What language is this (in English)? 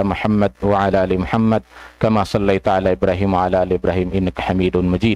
Tausug